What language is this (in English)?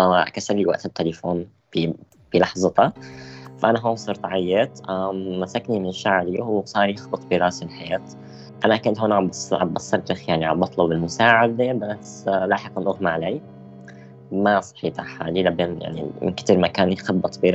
North Levantine Arabic